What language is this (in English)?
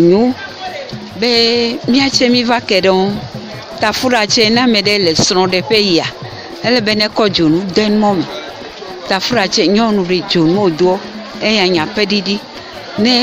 Ewe